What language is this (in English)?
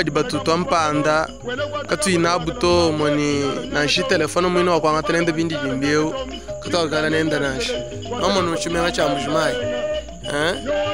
Luba-Lulua